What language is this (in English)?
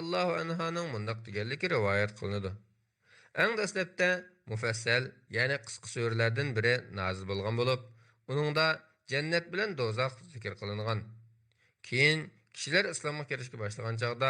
Uyghur